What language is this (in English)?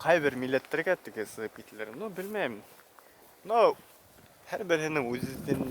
Bashkir